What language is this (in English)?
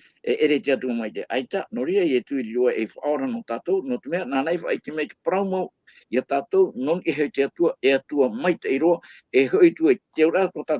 Tahitian